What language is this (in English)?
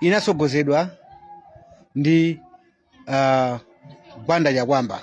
Nyanja